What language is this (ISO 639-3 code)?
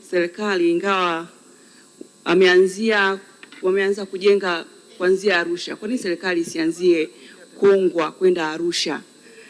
swa